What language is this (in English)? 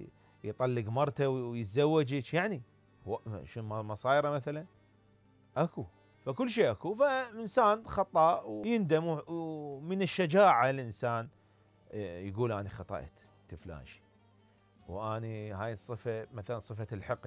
Mesopotamian Arabic